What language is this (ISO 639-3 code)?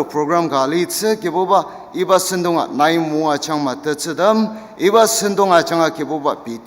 njo